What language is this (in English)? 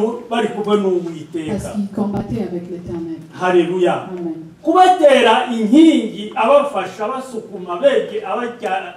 Kinyarwanda